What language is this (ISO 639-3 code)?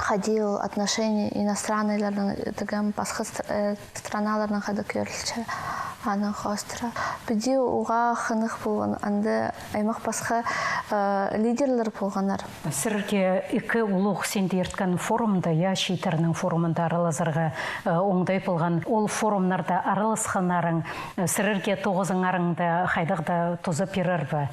kjh